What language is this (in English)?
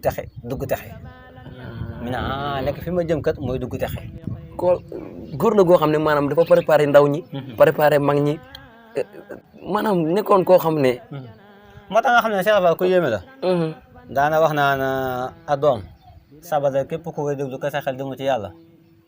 Wolof